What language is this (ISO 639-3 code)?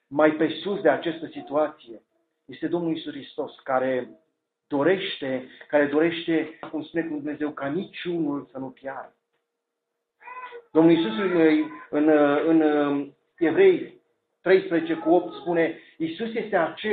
ron